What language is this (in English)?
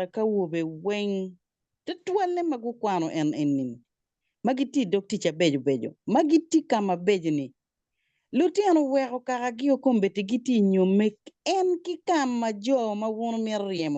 Acoli